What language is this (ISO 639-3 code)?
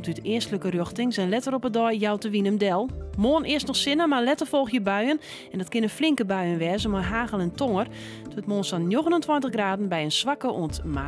fry